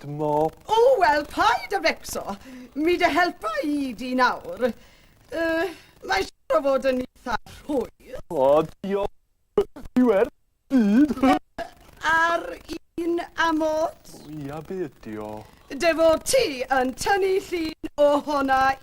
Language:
Welsh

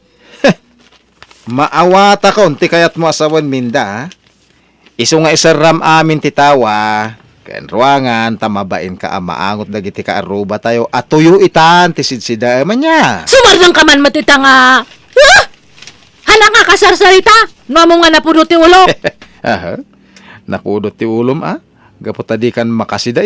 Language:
Iloko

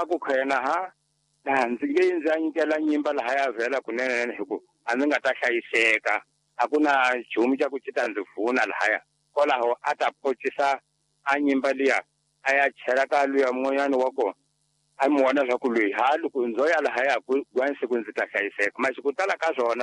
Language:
Tsonga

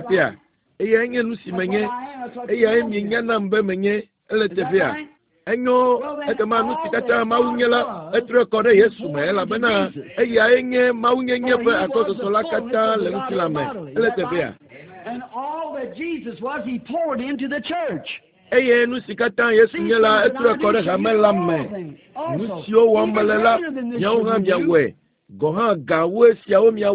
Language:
Ewe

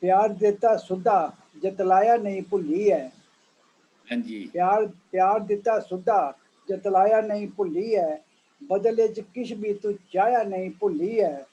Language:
Dogri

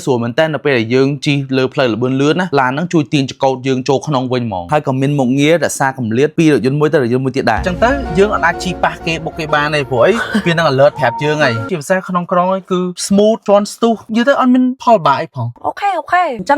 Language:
Khmer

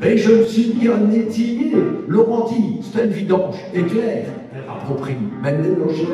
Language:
Picard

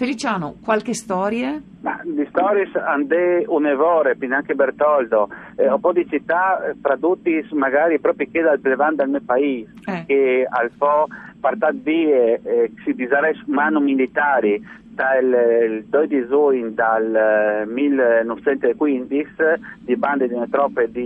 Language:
Friulian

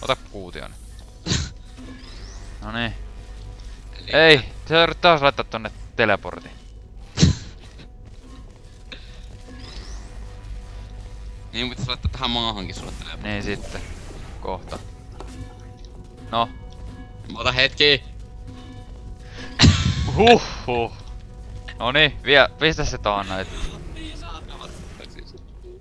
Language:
Finnish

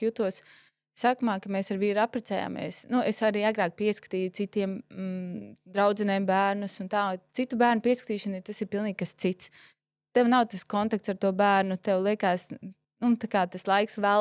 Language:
Latvian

